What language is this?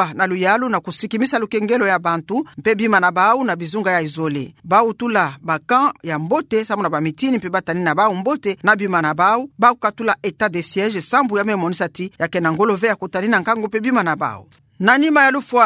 Kituba (Democratic Republic of Congo)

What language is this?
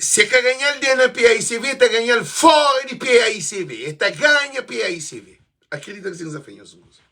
Kabuverdianu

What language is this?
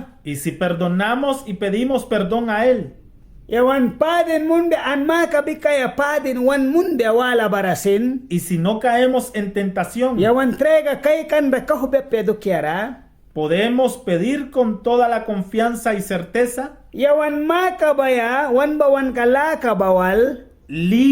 Mískito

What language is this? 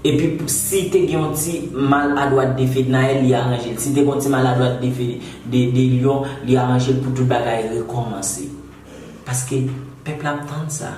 Haitian Creole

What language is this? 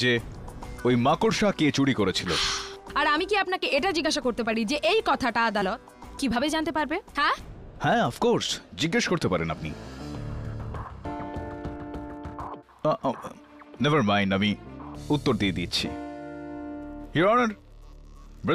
Bangla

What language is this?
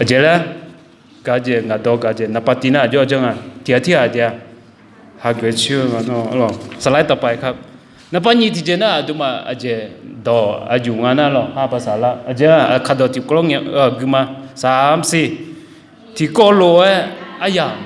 Akha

